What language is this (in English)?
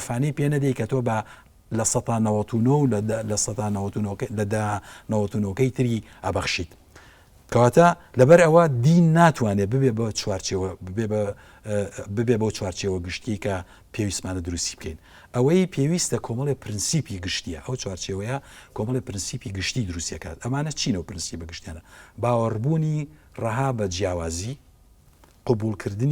Central Kurdish